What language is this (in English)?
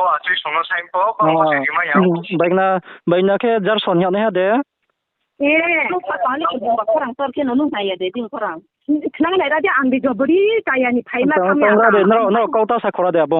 Riang (India)